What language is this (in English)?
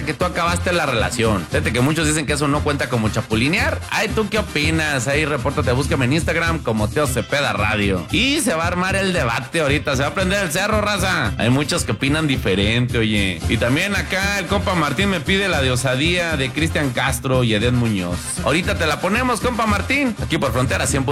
Spanish